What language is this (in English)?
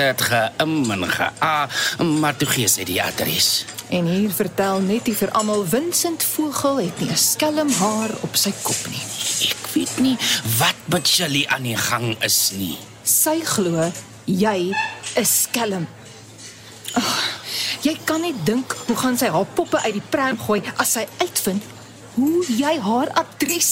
Afrikaans